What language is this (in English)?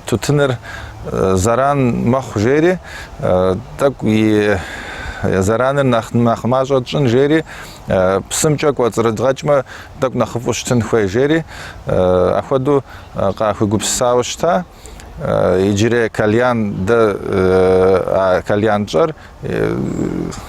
Kabardian